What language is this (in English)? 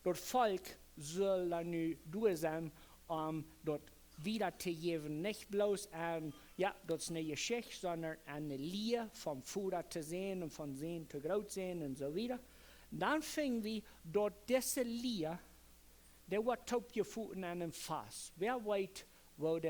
Plautdietsch